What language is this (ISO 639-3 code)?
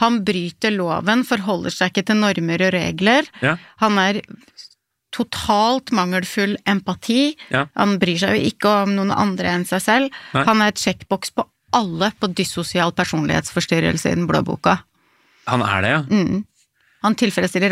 nor